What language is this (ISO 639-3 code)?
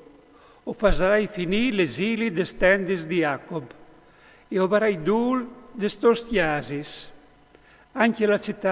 fur